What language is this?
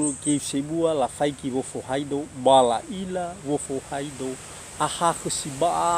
Nias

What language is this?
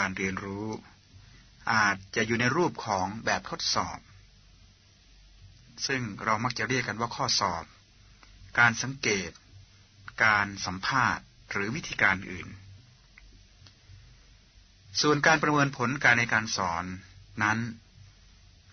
Thai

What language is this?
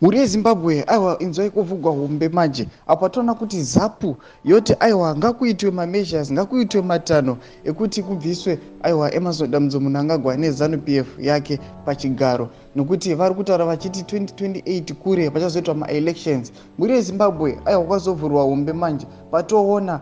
Shona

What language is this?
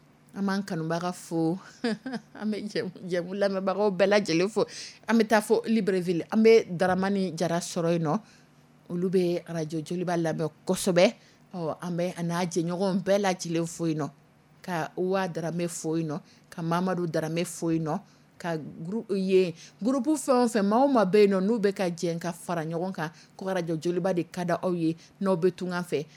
Dyula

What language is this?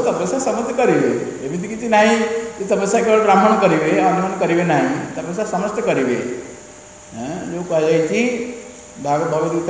Odia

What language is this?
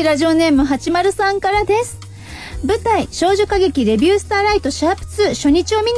Japanese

